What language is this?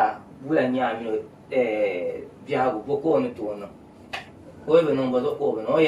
Dagbani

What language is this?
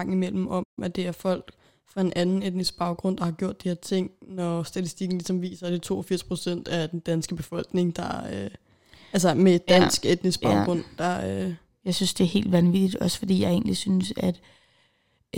Danish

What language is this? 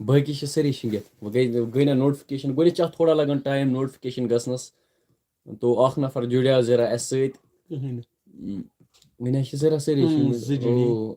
Kashmiri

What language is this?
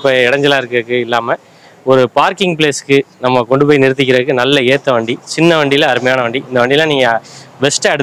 Tamil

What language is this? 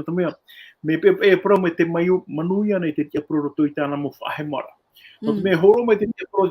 Tahitian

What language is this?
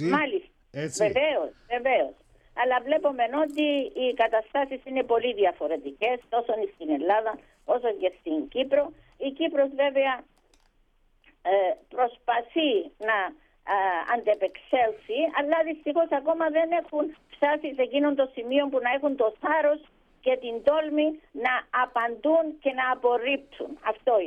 Greek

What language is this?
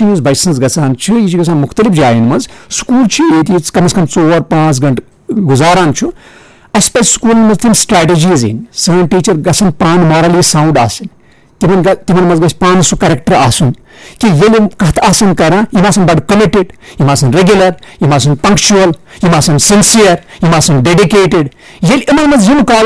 Kashmiri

